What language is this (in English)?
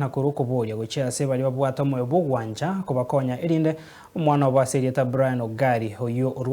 Gusii